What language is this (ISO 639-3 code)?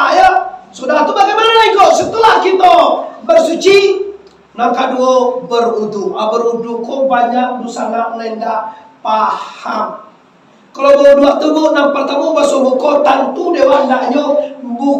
min